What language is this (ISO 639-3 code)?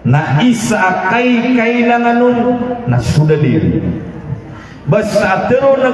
mrw